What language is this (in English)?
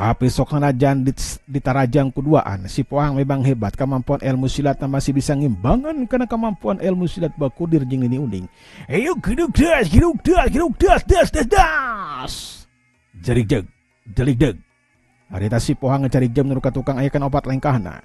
Sundanese